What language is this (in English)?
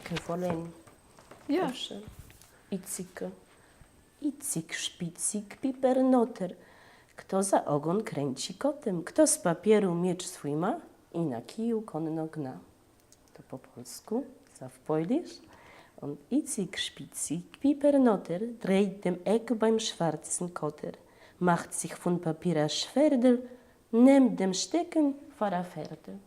Yiddish